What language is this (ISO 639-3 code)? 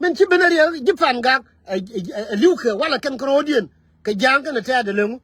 nus